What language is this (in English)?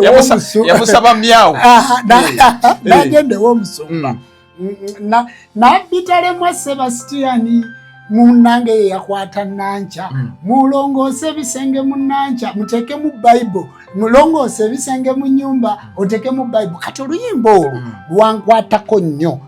Ganda